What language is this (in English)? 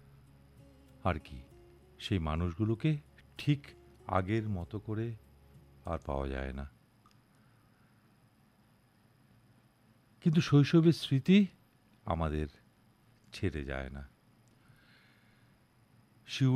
Bangla